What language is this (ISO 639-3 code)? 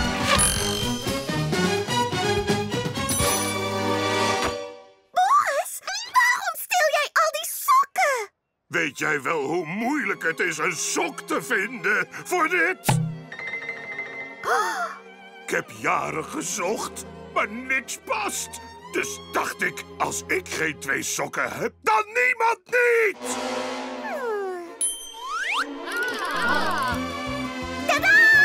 nld